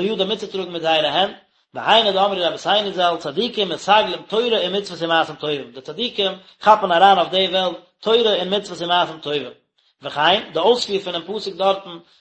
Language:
Yiddish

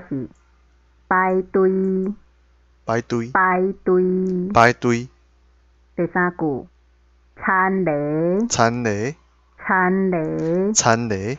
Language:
Min Nan Chinese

